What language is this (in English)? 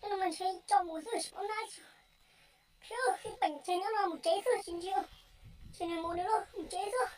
Hmong